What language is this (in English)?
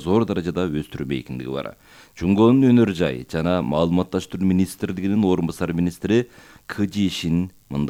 Kyrgyz